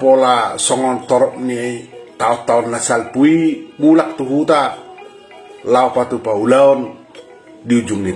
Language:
Batak Toba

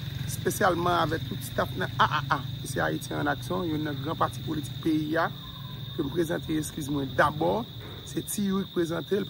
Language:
Haitian Creole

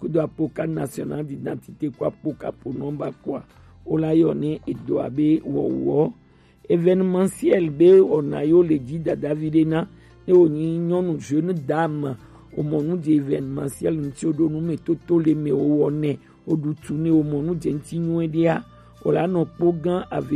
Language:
Gen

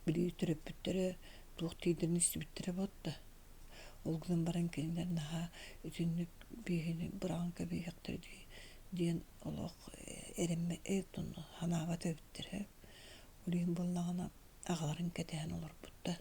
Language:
Yakut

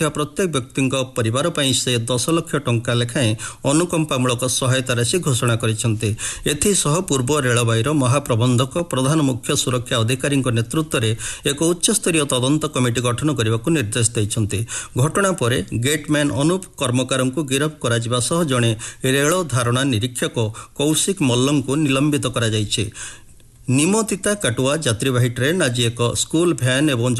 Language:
Odia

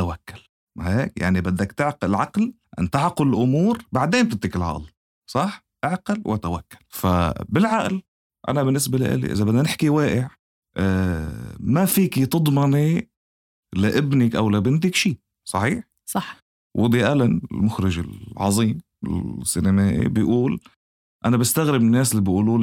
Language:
North Levantine Arabic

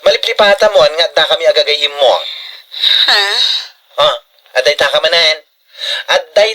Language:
Iloko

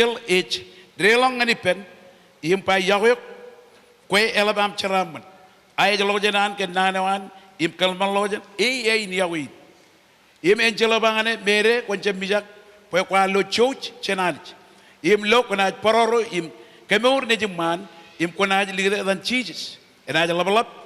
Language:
Marshallese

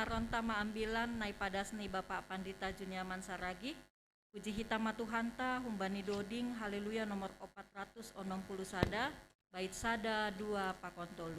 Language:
Batak Simalungun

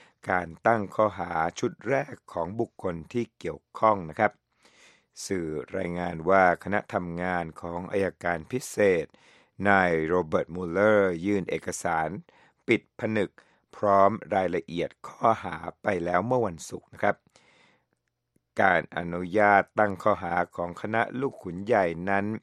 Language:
Thai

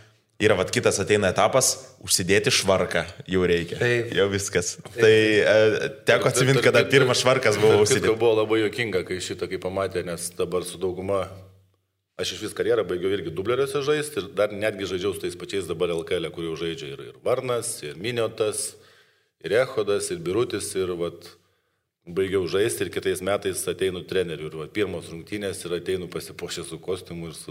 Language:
Lithuanian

